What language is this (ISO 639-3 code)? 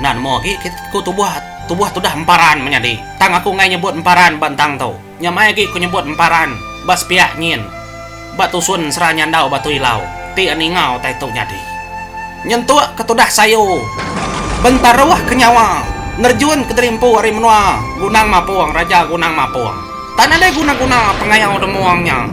iba